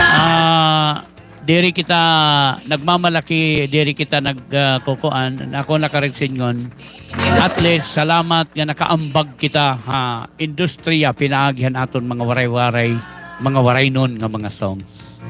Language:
Waray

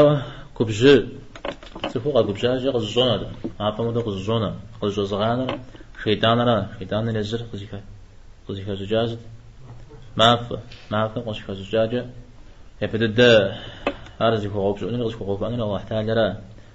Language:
Kabardian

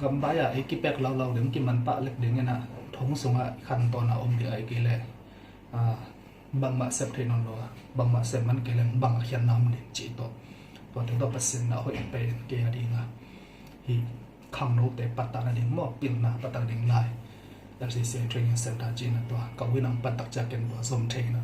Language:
Tedim Chin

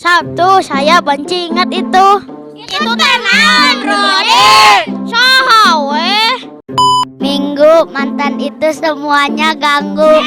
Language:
Sundanese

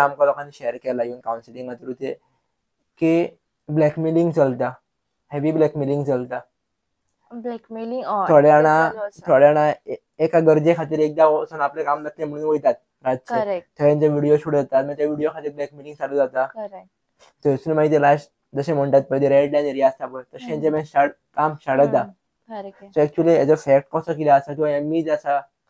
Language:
Konkani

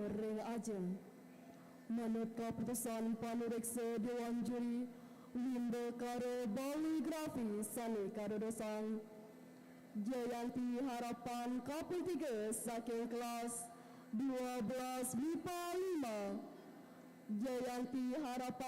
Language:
Balinese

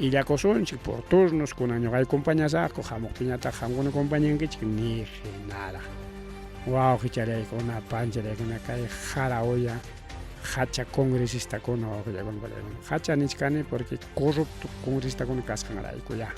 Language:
Ayacucho Quechua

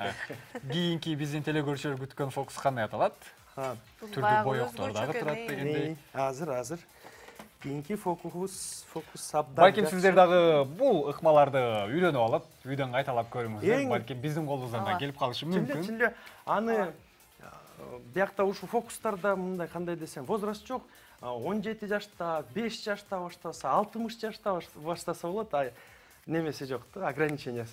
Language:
Kyrgyz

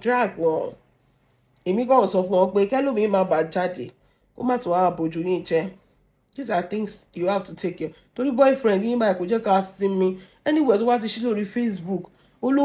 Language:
Yoruba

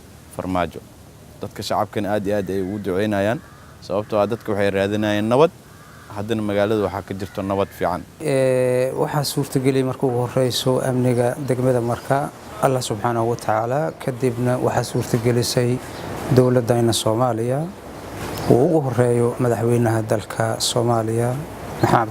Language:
Somali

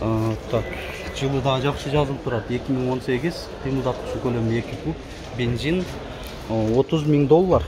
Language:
Kyrgyz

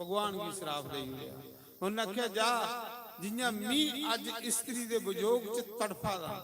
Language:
Dogri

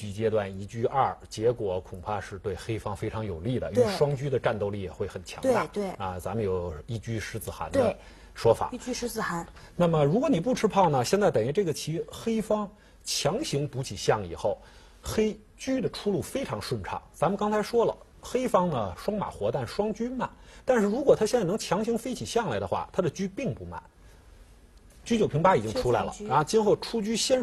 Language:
Chinese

